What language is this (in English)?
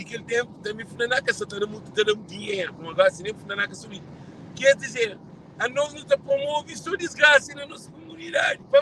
Kabuverdianu